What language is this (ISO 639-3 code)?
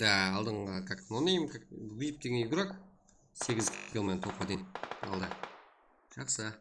kaa